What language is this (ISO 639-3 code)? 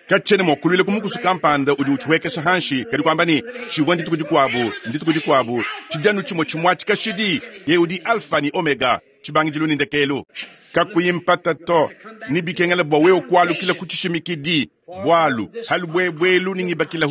lua